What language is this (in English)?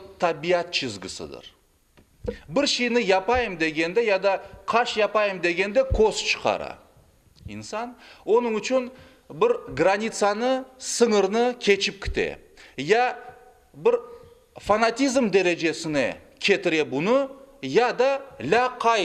Crimean Tatar